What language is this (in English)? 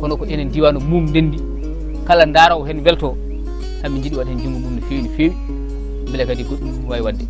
Fula